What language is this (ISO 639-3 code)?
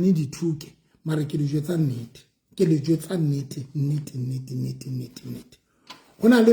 sot